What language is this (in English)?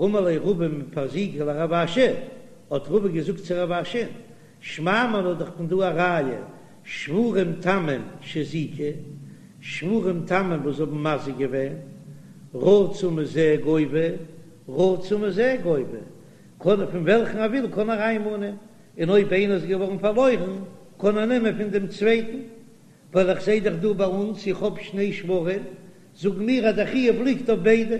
Yiddish